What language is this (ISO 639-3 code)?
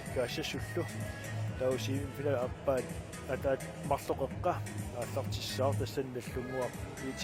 kal